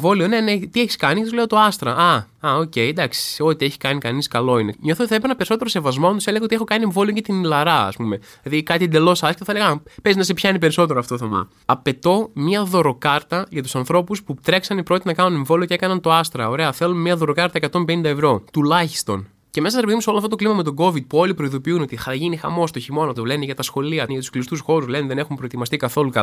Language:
Greek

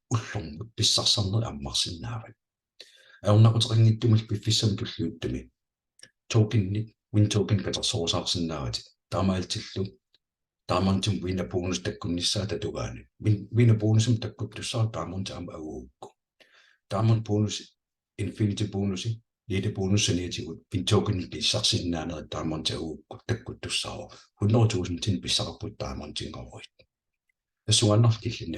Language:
Kalaallisut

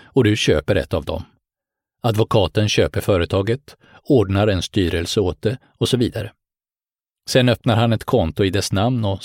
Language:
Swedish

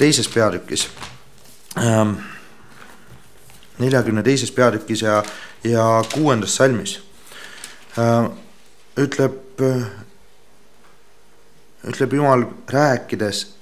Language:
Estonian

